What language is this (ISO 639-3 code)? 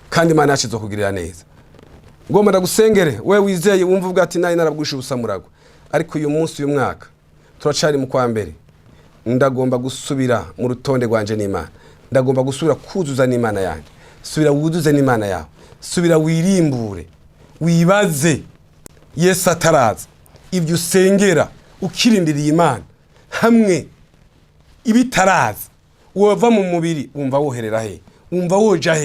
run